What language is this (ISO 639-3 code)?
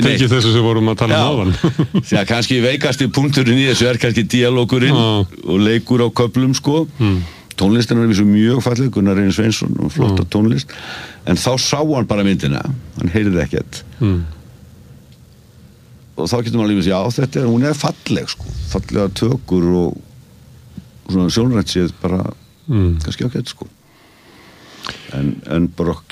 isl